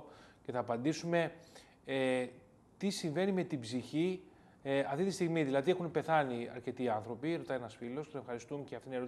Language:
Greek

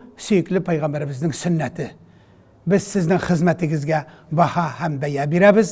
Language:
Tatar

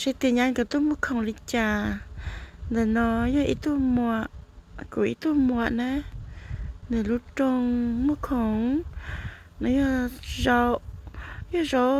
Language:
Hmong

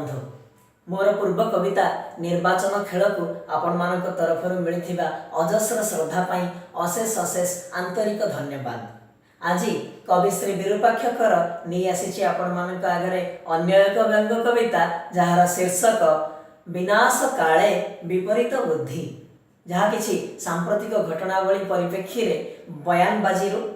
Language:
Odia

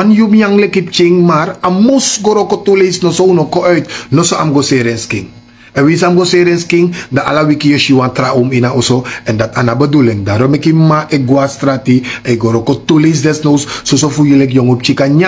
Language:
Sranan Tongo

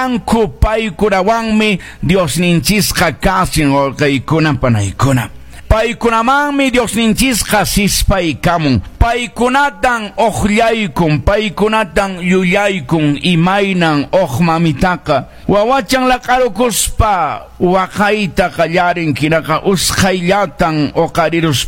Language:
Quechua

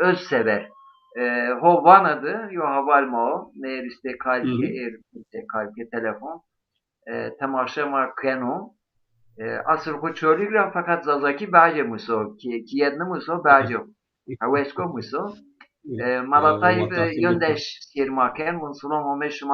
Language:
Zaza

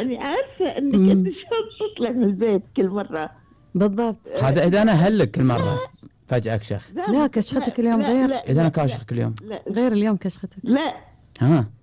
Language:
Gulf Arabic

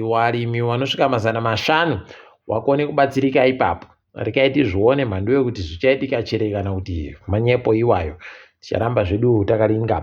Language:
Ndau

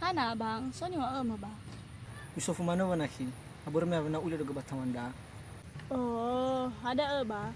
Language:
Nias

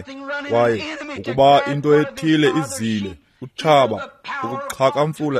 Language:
Xhosa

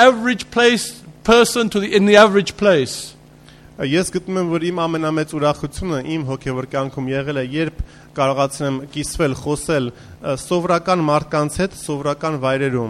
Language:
Armenian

